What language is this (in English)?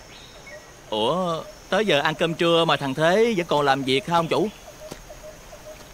Vietnamese